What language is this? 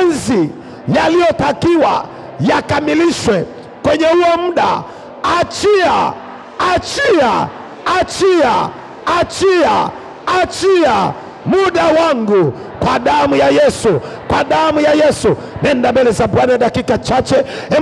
Swahili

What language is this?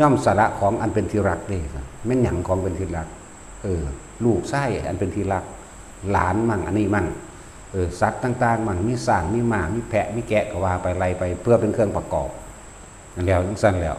Northeastern Thai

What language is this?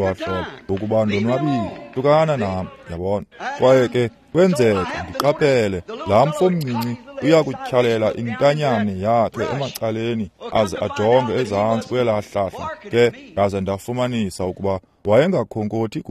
Xhosa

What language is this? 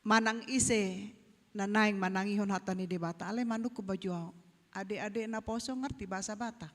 Batak Toba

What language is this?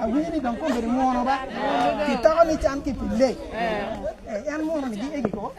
Acoli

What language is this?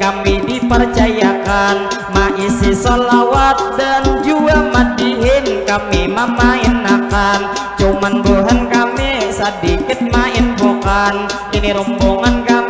Banjar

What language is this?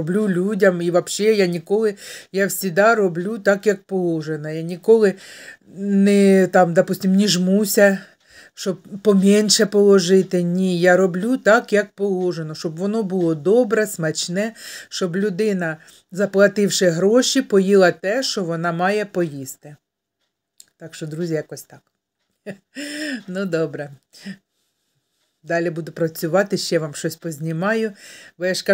Ukrainian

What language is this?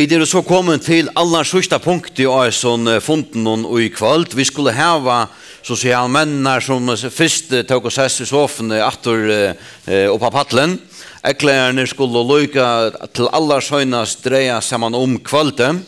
Faroese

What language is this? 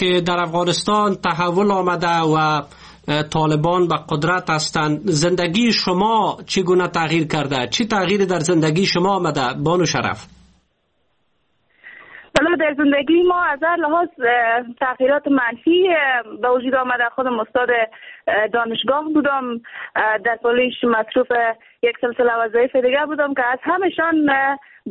Persian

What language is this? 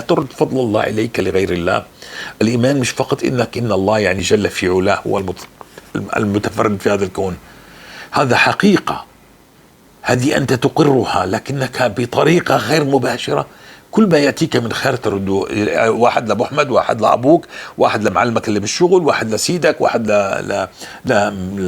North Levantine Arabic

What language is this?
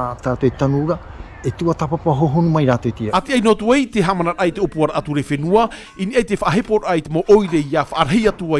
Tahitian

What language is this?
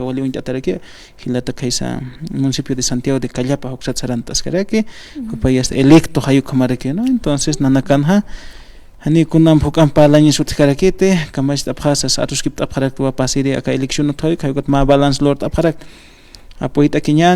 Aymara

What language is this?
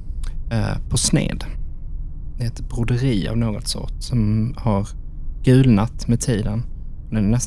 Swedish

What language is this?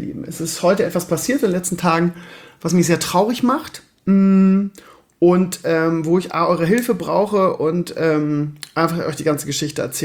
German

